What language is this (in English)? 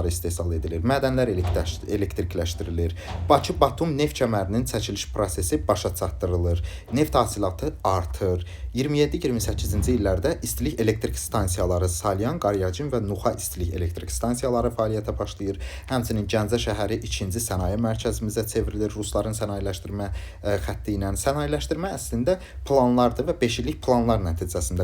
Azerbaijani